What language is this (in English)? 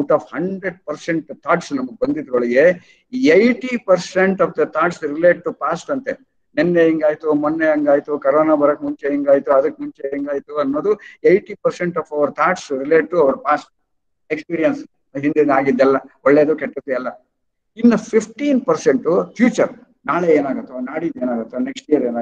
Kannada